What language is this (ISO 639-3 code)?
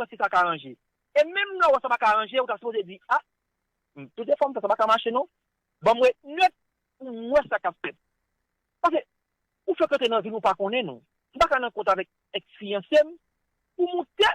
hat